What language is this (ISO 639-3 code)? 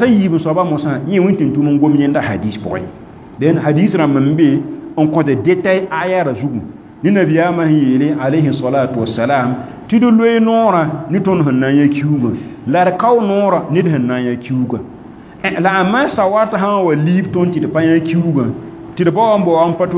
mos